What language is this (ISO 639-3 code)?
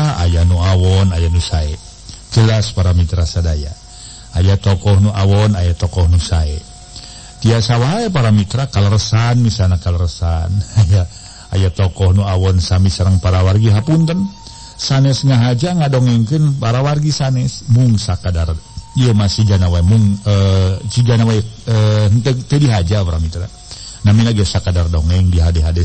sun